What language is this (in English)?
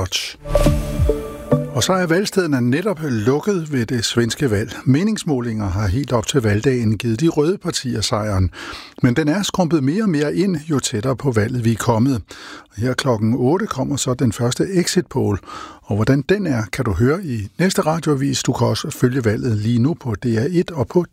Danish